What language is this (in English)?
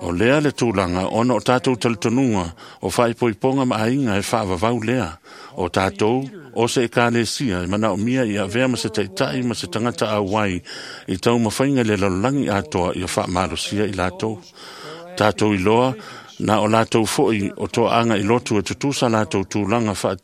Samoan